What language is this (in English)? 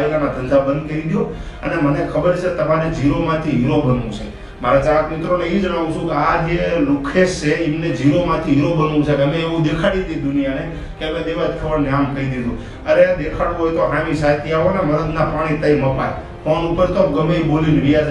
Gujarati